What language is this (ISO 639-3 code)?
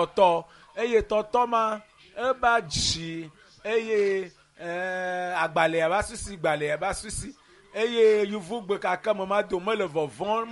ewe